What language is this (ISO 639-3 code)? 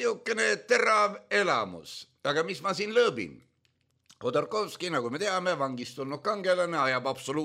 est